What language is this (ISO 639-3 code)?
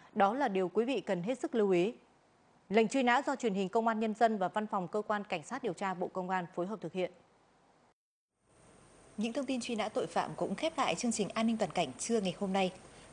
vie